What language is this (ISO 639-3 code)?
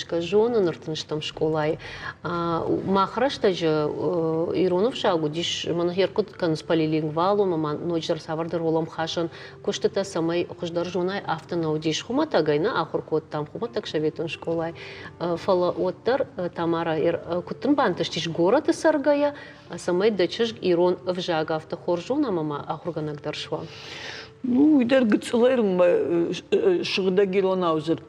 oss